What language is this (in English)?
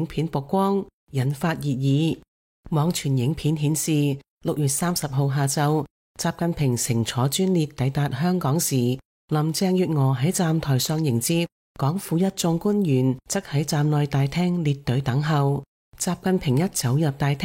Cantonese